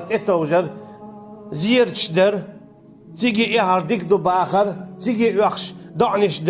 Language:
Chechen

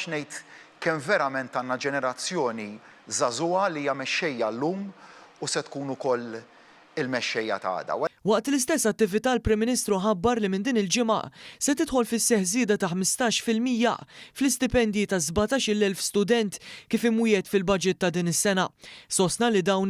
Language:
Maltese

